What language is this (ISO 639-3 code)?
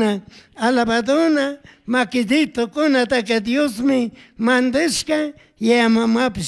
qug